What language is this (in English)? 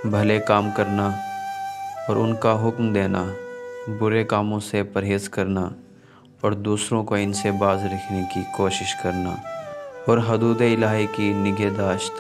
Urdu